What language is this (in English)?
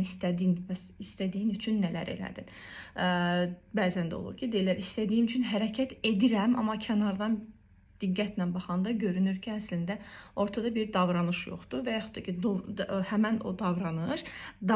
Azerbaijani